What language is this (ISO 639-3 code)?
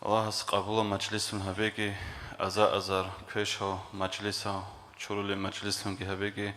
ava